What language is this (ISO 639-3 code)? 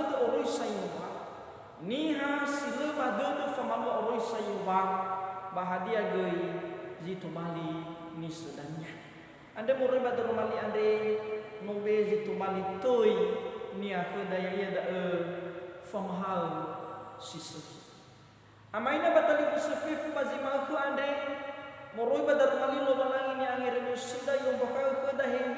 nia